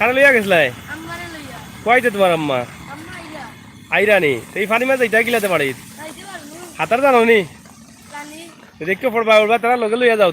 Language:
Sylheti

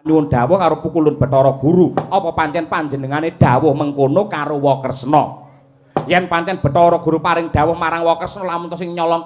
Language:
Javanese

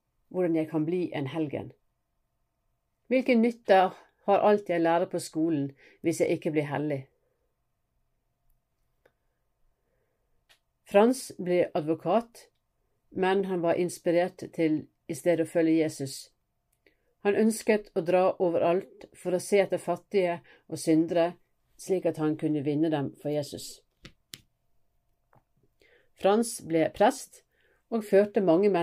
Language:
Norwegian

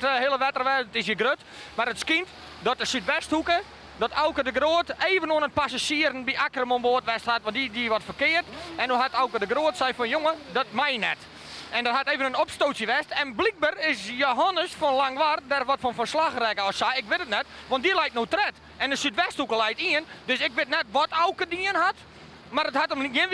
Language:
Western Frisian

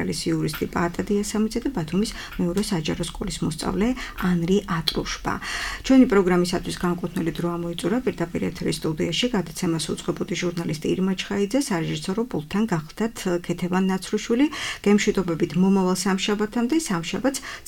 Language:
Georgian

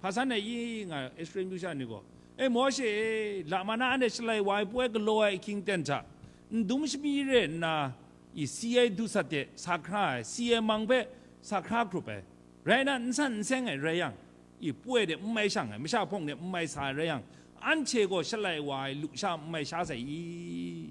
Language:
Kachin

